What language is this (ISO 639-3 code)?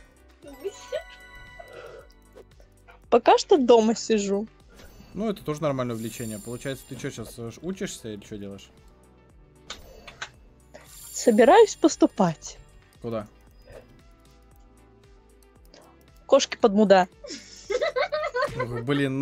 rus